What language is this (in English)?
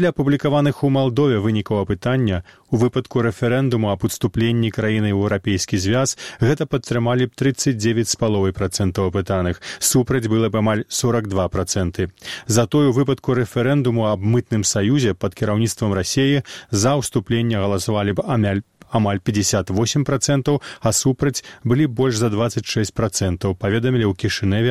Belarusian